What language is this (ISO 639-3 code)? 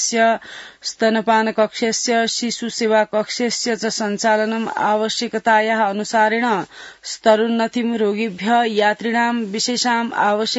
san